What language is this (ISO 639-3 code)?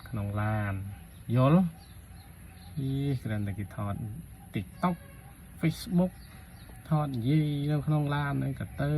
khm